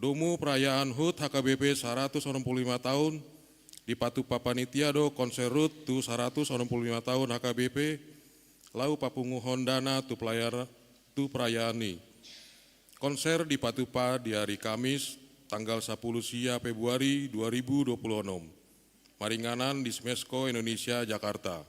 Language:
Batak Toba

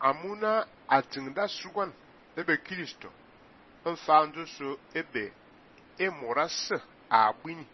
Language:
Fang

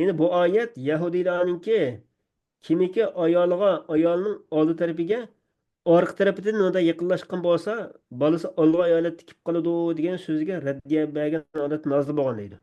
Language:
Uyghur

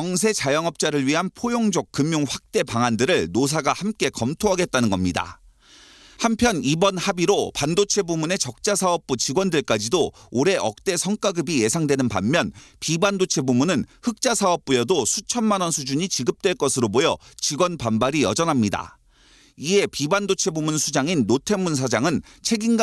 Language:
Korean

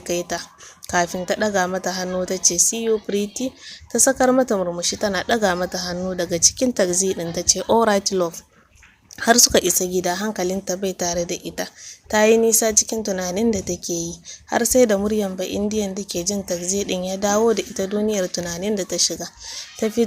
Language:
Hausa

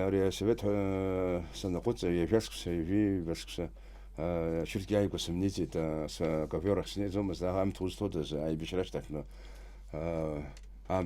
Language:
Abkhazian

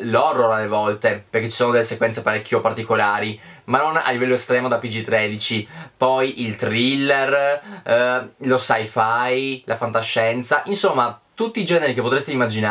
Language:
Italian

